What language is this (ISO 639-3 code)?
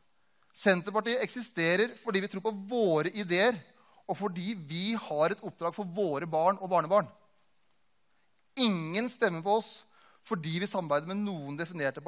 nor